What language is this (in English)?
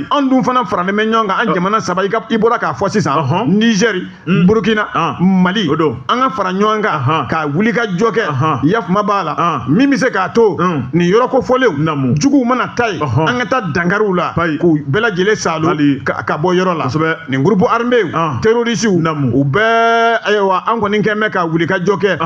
Bambara